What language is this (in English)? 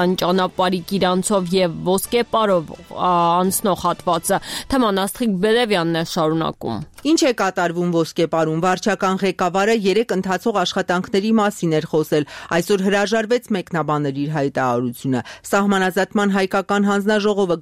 Armenian